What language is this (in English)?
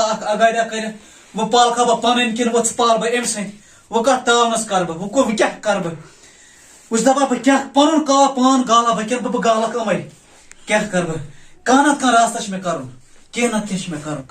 Kashmiri